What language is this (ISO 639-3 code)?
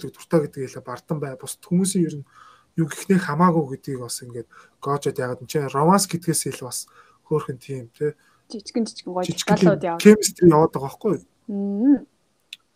mon